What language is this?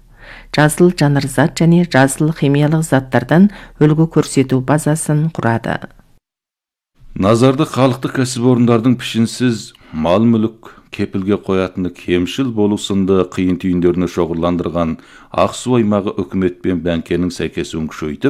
Kazakh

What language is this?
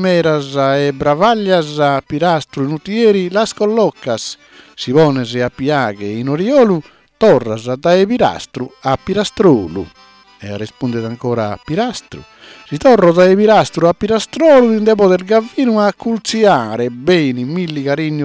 Sardinian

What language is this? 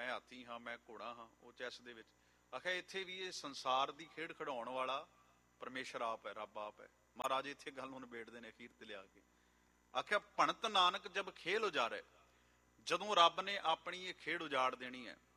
Punjabi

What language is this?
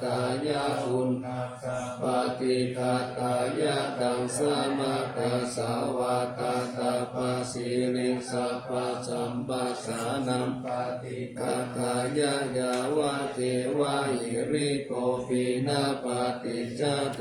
Pali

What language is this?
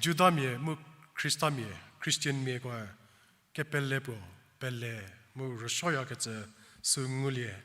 Angami Naga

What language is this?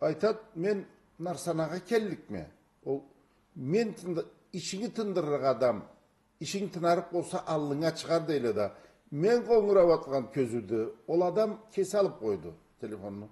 Karachay-Balkar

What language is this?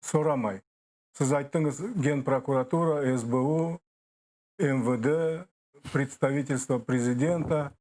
Crimean Tatar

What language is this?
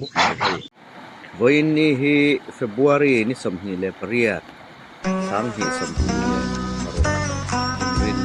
Hmar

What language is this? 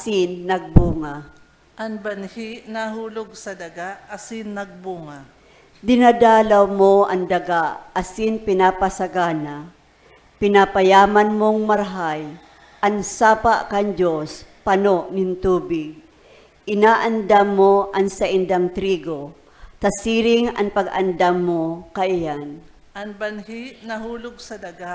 Bikol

